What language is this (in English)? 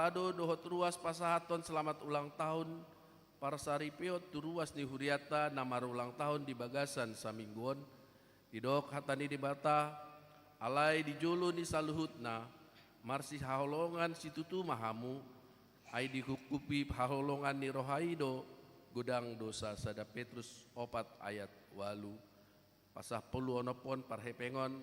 Batak Toba